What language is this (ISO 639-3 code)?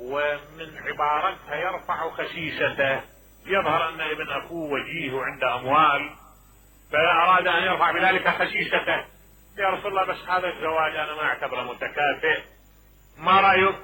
acm